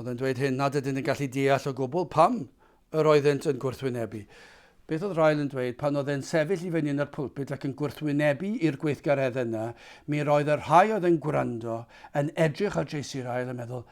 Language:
Welsh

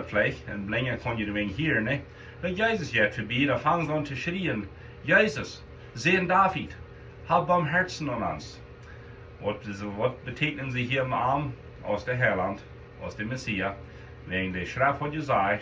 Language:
Plautdietsch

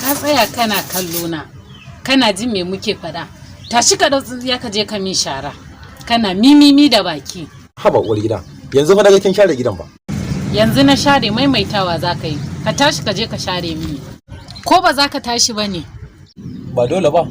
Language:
Hausa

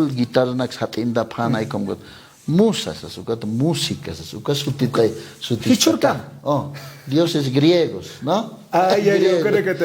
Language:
Aymara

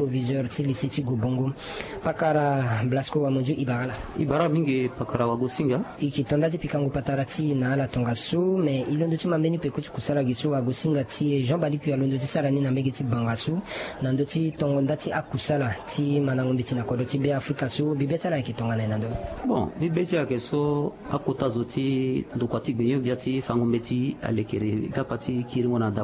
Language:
Sango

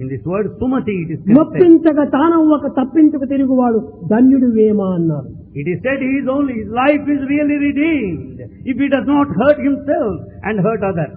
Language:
Telugu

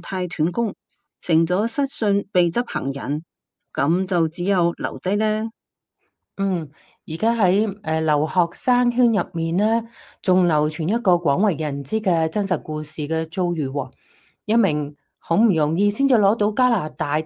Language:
Cantonese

